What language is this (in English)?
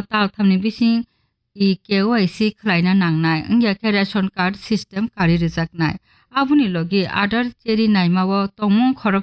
Kok Borok